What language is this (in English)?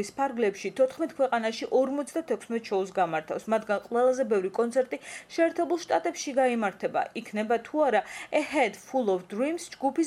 Georgian